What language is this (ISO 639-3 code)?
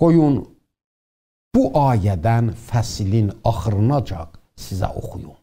azb